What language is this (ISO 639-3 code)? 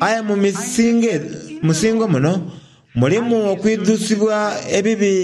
xog